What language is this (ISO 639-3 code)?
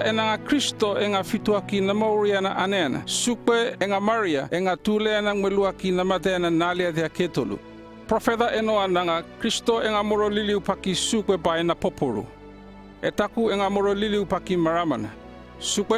llp